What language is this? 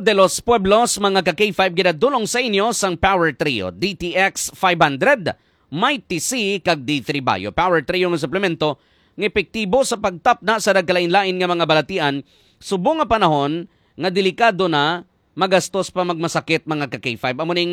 Hiligaynon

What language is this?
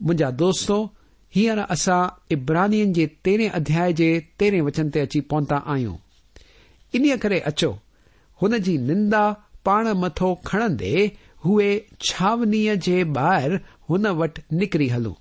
Sindhi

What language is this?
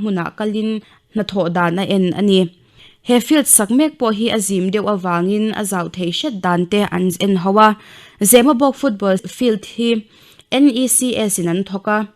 Mizo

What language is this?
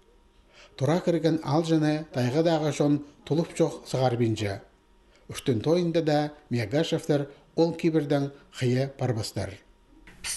Khakas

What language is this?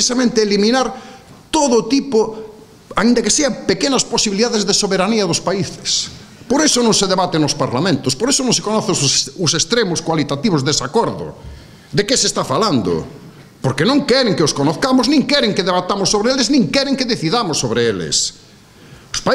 Galician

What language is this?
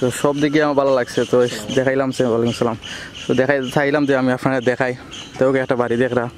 Sylheti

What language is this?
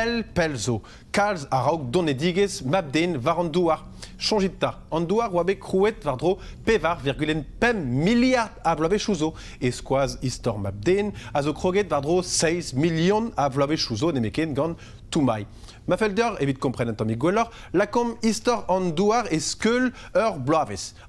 Breton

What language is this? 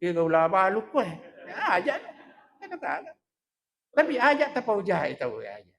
Buginese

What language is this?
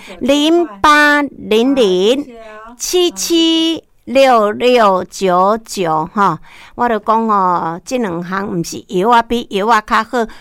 Min Nan Chinese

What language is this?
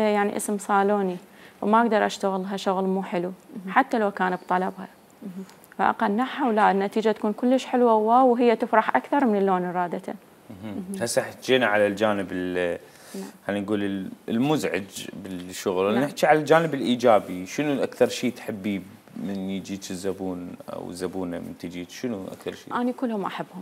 Mesopotamian Arabic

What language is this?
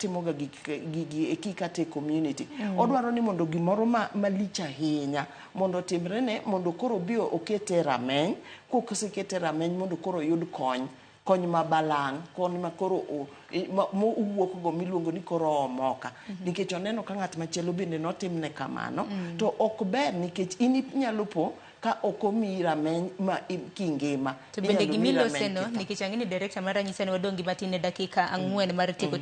Luo (Kenya and Tanzania)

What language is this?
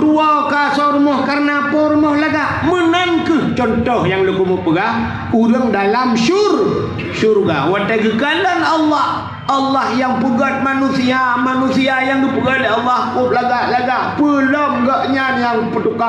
Achinese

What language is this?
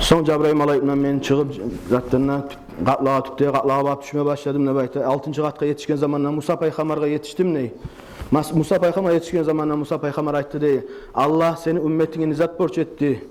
Kumyk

